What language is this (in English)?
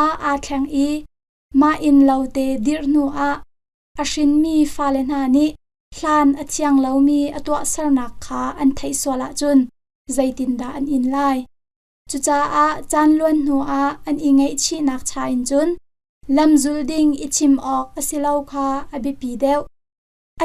Hakha Chin